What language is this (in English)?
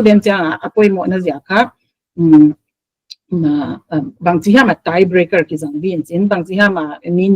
Paite Chin